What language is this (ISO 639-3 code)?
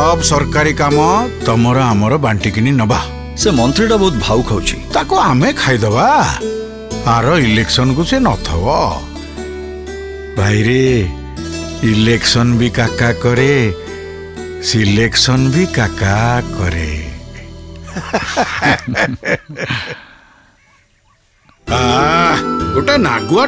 ori